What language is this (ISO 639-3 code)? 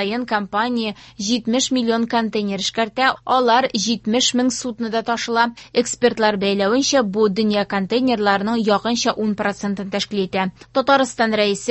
tat